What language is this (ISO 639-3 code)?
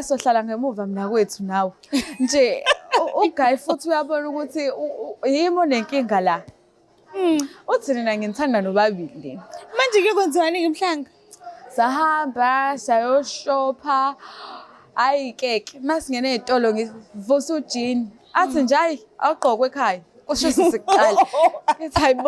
zul